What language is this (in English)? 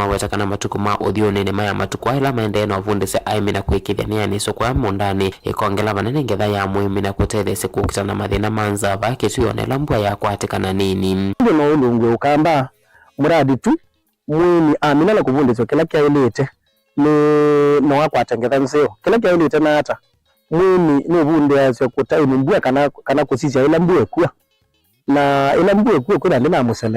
Kamba